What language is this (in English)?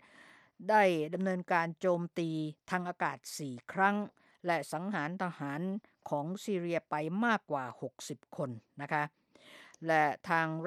Thai